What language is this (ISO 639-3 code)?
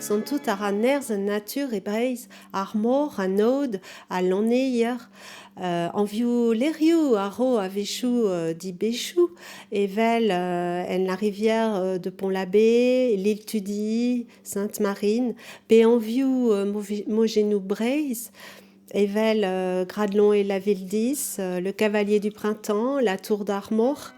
bre